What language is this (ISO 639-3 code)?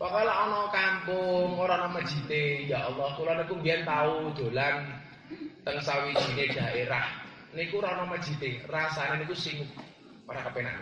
jav